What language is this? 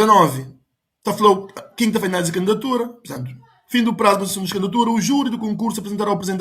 Kabuverdianu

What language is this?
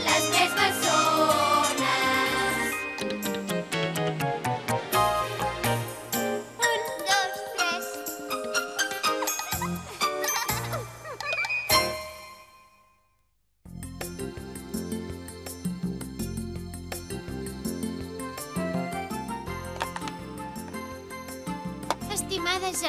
Catalan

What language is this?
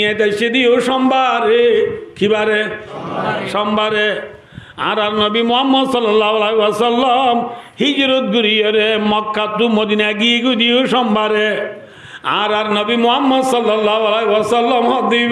Rohingya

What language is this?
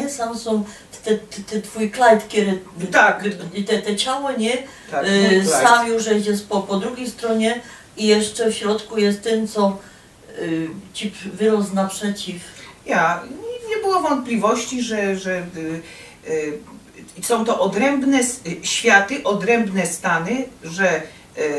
Silesian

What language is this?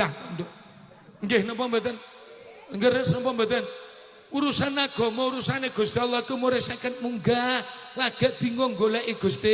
Javanese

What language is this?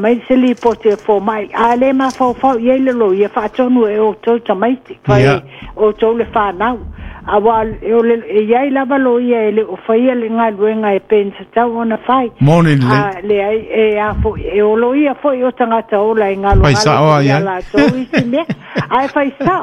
Samoan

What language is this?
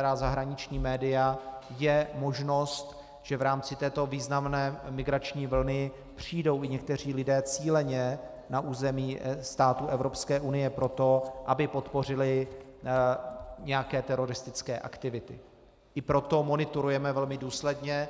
Czech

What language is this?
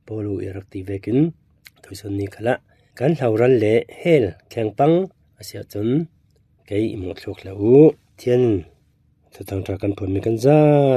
Falam Chin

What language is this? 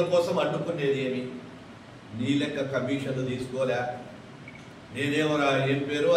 Telugu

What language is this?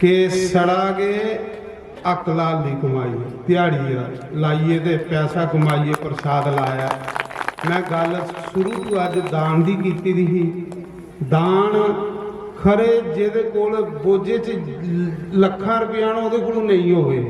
Dogri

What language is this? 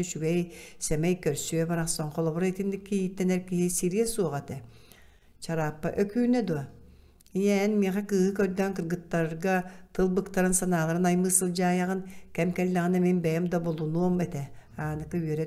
Yakut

